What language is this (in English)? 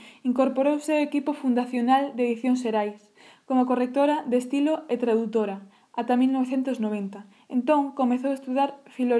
Galician